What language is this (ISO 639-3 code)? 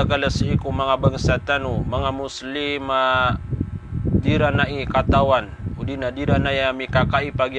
mrw